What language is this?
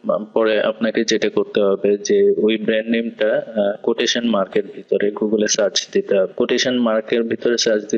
Bangla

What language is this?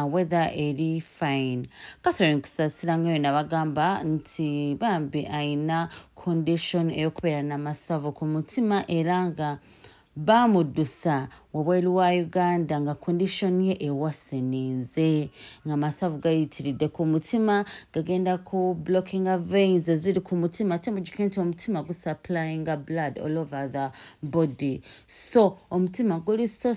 Ganda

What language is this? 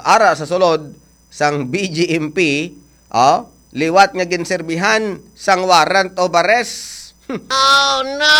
Hiligaynon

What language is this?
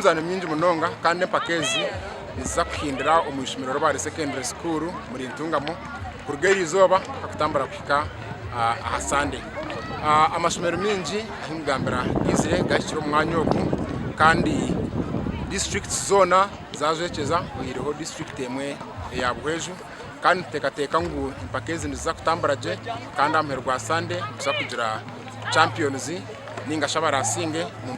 Nyankole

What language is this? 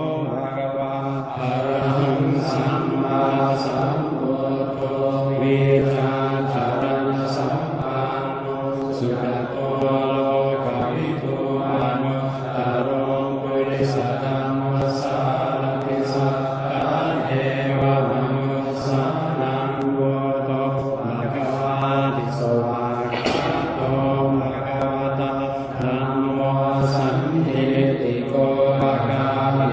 Pali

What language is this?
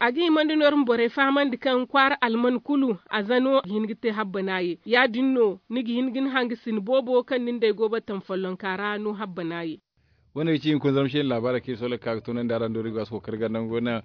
Zarma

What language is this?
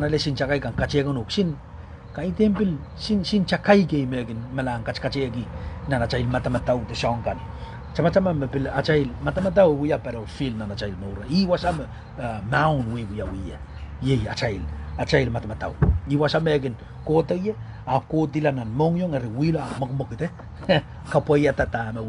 Pohnpeian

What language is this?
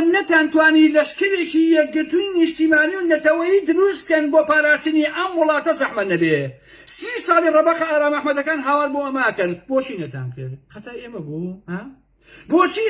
Central Kurdish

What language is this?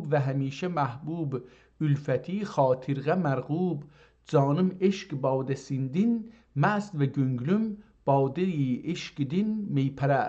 South Azerbaijani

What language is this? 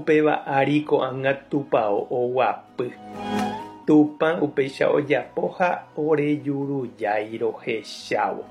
Guarani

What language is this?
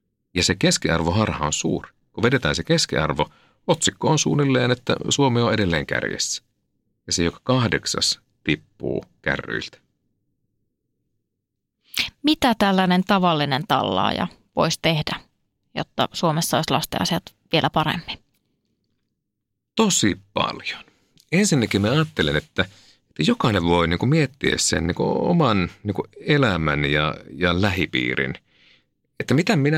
Finnish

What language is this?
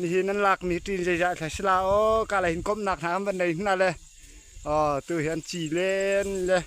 Falam Chin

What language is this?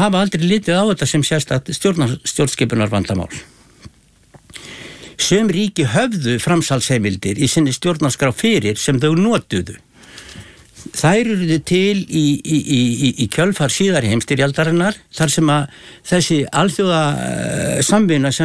Icelandic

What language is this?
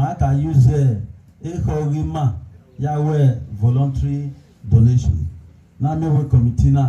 Bini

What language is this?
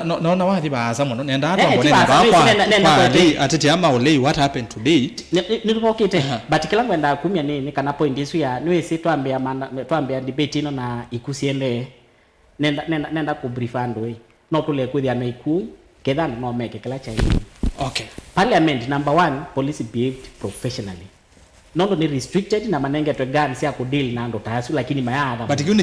Kamba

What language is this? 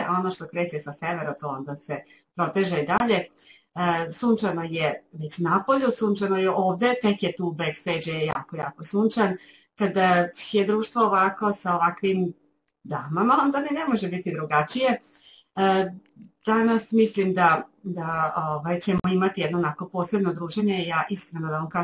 Serbian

